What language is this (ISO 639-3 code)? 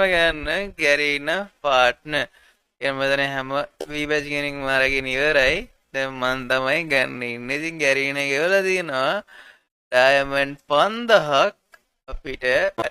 sin